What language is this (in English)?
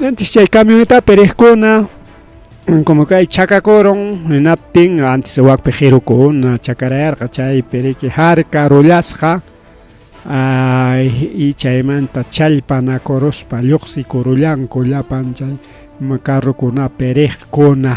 Ayacucho Quechua